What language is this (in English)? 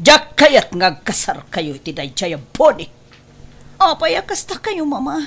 Iloko